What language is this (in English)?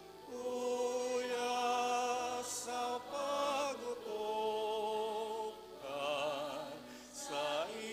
Bikol